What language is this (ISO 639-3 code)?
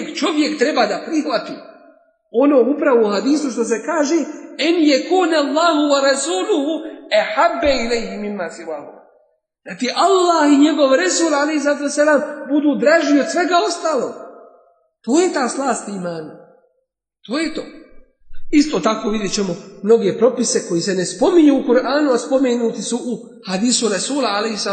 bos